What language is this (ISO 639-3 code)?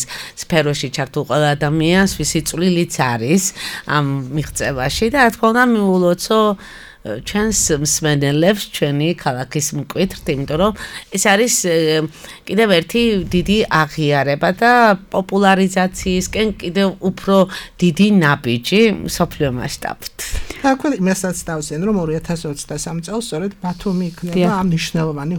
kat